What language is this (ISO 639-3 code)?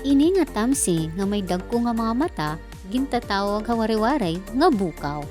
war